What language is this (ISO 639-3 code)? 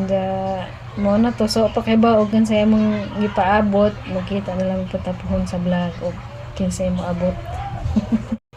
ceb